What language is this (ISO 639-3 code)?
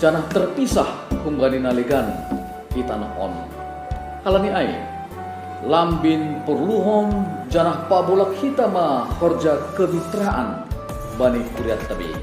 bts